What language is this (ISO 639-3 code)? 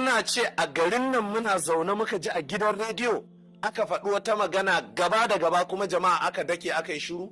hau